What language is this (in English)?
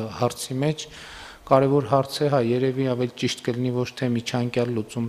Armenian